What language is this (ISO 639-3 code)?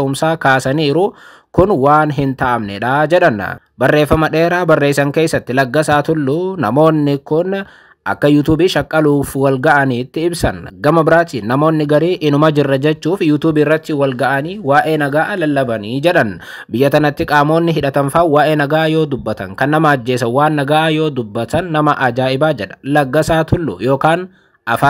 orm